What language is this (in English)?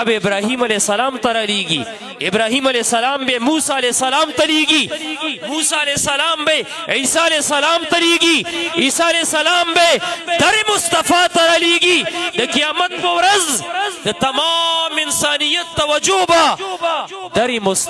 Pashto